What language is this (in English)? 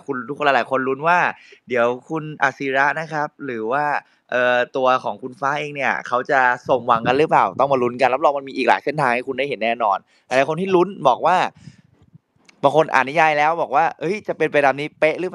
Thai